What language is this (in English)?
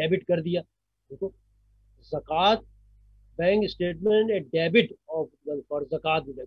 Hindi